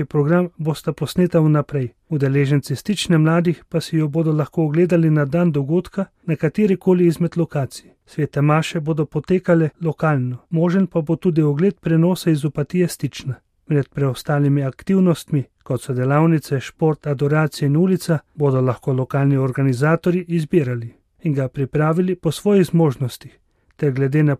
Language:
Slovenian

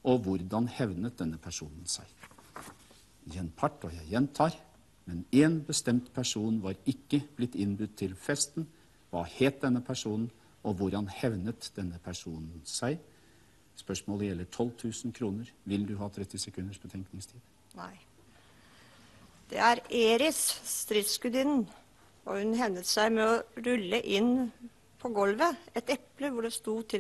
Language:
Norwegian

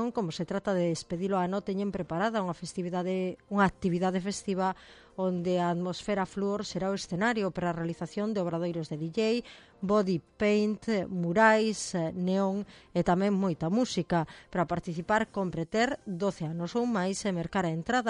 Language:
Galician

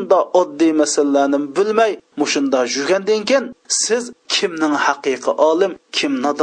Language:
Uyghur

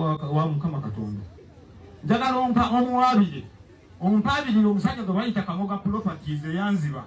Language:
Ganda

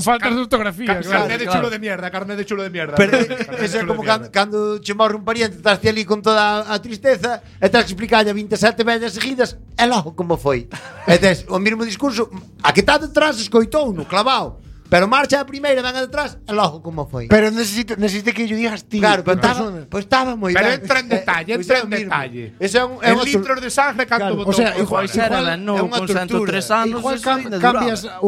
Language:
Galician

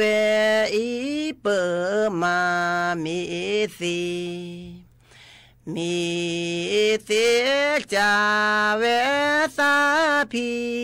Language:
S'gaw Karen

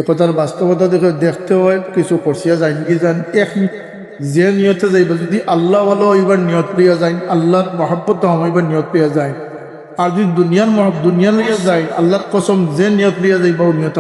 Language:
Sylheti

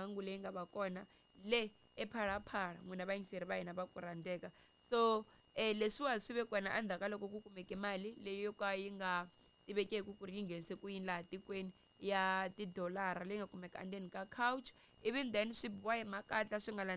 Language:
Tsonga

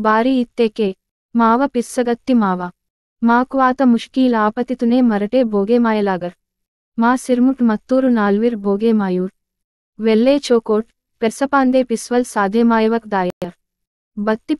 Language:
Gondi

